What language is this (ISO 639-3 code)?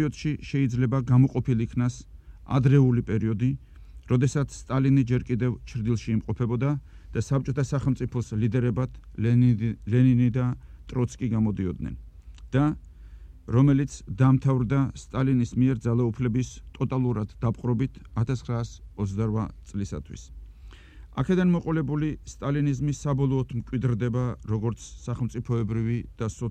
kat